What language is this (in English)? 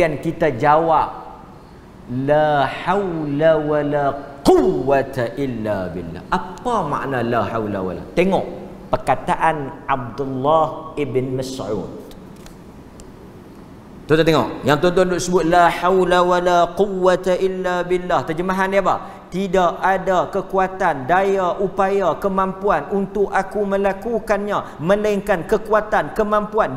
Malay